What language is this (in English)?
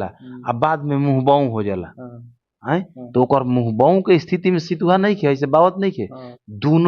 Bhojpuri